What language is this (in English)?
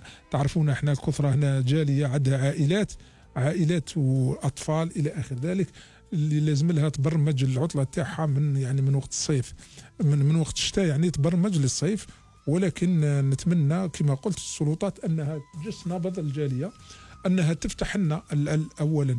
Algerian Arabic